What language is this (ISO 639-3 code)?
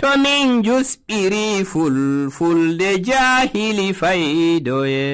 fuv